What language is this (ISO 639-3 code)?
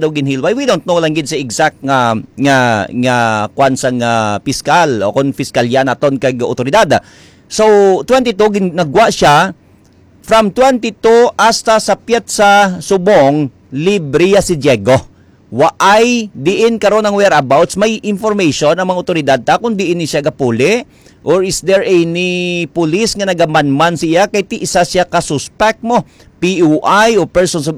hil